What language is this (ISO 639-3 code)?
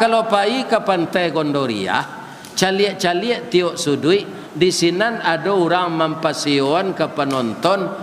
min